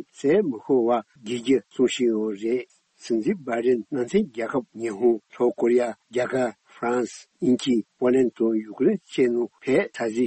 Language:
Tibetan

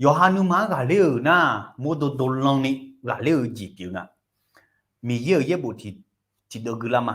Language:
Akha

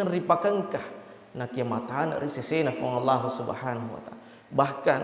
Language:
Buginese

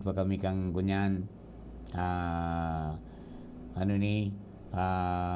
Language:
Bikol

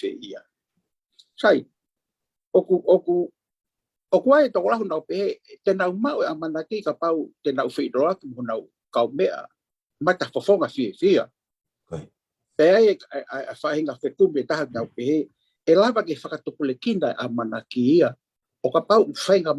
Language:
Tongan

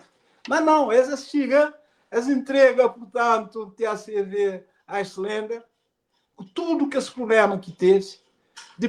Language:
Kabuverdianu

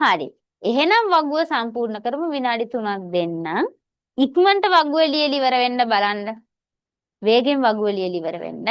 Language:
Sinhala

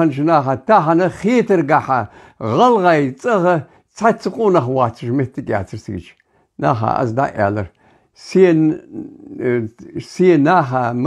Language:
Ingush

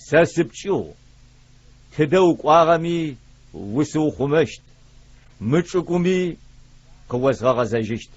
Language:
Adyghe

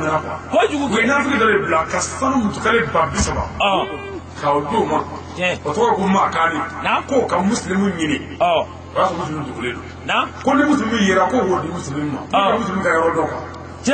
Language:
Bambara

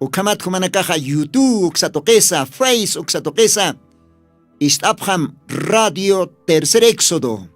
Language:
Aymara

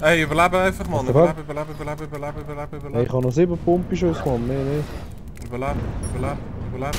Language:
Swiss German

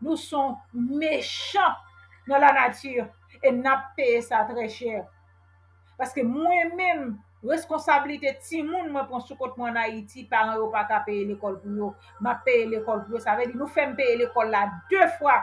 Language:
Haitian Creole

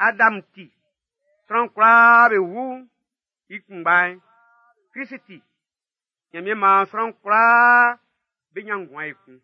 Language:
Baoulé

